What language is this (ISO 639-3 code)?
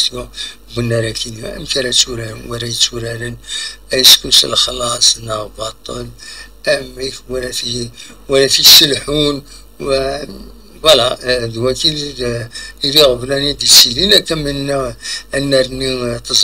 kab